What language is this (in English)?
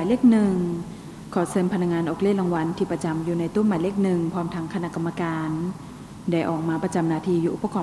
Lao